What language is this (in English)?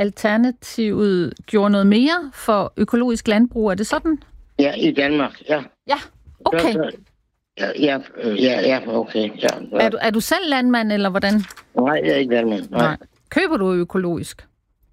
Danish